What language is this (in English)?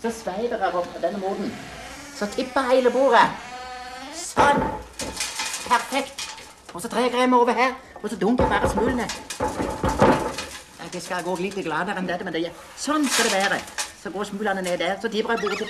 Norwegian